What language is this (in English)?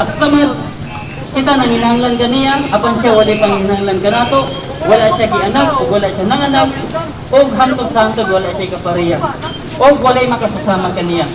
Cebuano